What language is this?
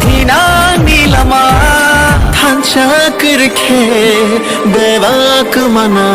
Riang (India)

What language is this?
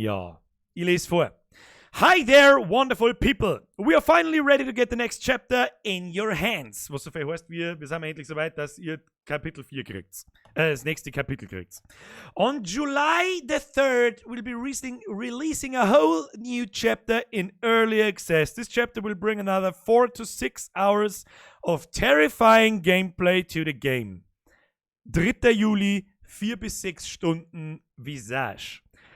Bavarian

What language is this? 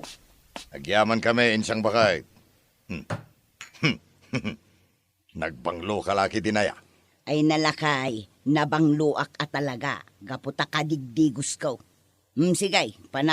Iloko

